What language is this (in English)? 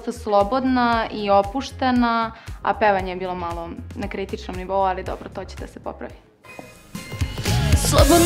Serbian